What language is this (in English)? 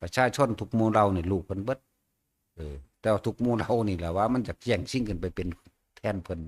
Northeastern Thai